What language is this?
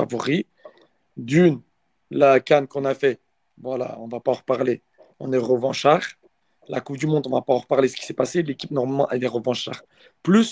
French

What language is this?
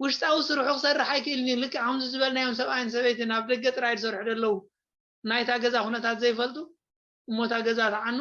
Tigrinya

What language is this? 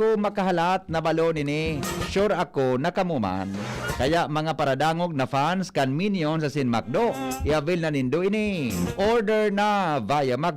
Bikol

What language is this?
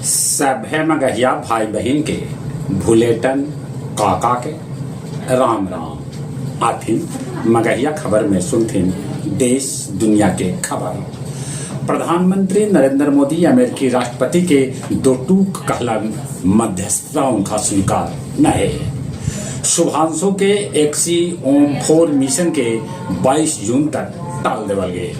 Magahi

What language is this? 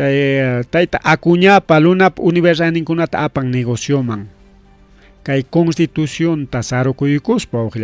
Ayacucho Quechua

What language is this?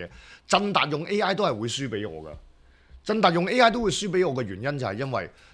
Cantonese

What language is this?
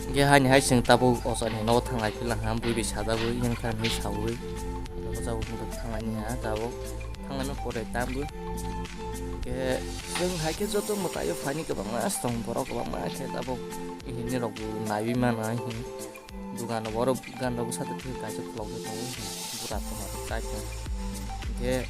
Kok Borok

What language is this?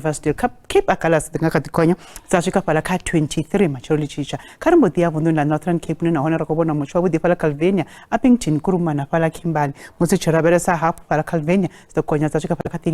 Venda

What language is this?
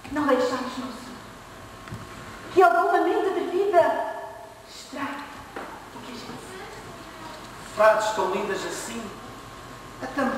Portuguese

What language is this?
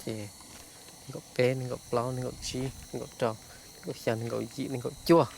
Hmong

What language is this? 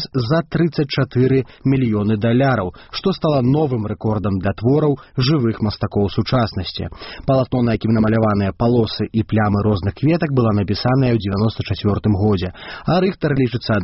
Belarusian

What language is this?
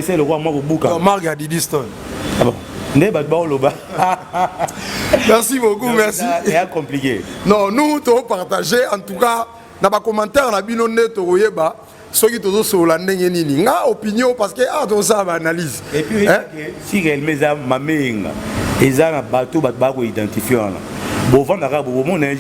Lingala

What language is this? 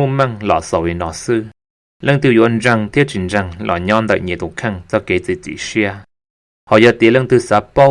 Hmong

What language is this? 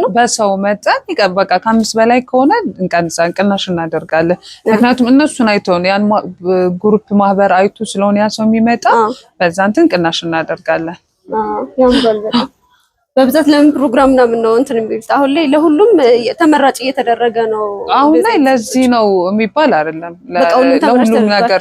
Amharic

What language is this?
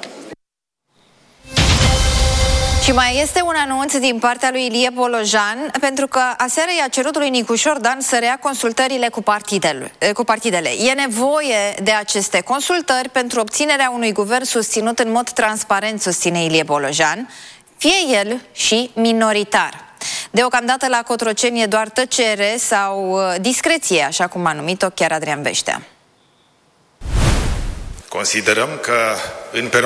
Romanian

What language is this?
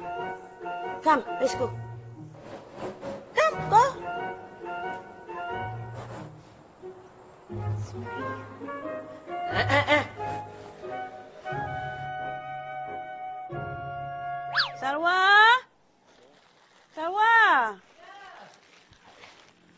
Malay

